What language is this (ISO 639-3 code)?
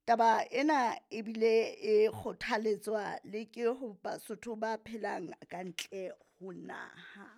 sot